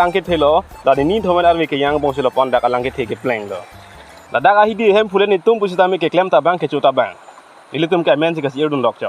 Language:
Karbi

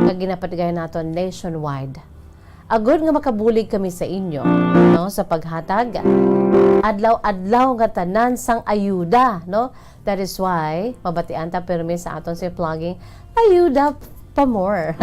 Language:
Hiligaynon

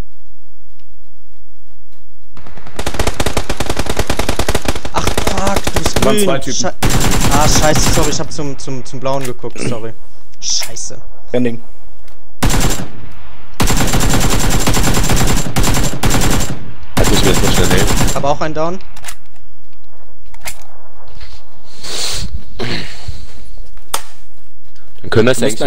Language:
German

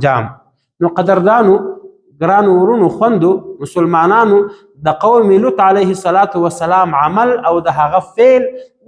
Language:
Pashto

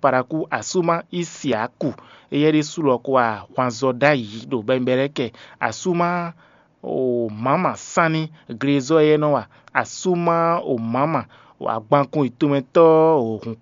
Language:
Fon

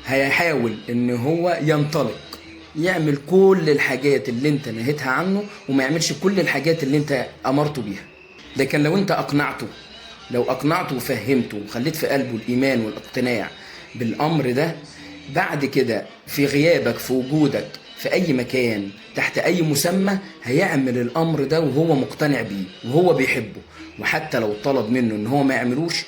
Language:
Egyptian Arabic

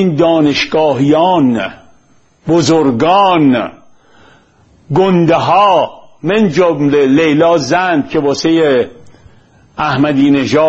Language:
Persian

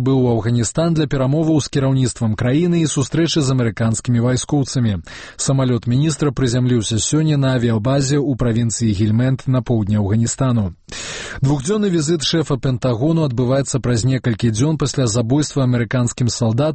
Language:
Belarusian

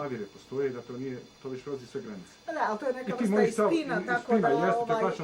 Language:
Bosnian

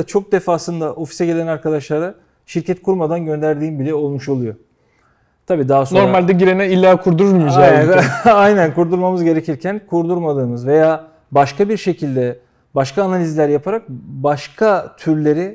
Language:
Turkish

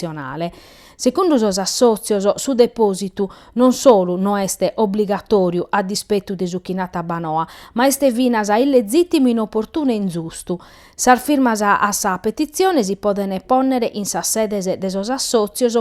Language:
Sardinian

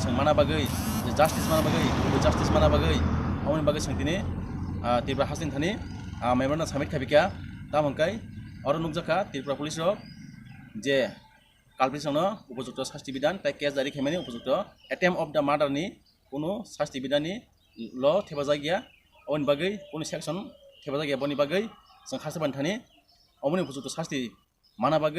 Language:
Kok Borok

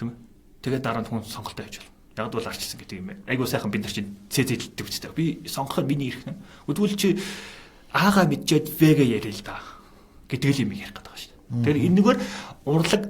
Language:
Mongolian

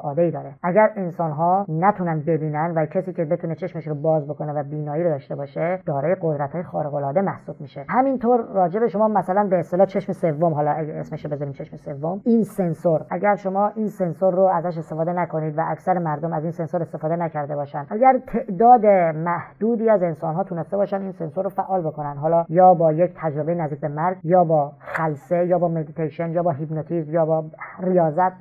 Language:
Persian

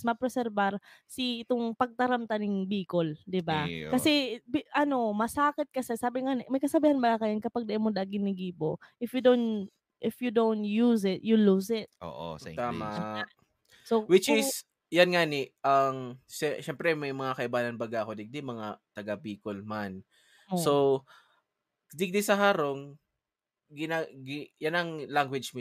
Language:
Bikol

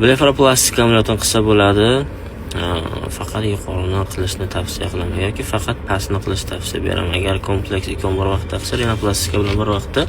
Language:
Uzbek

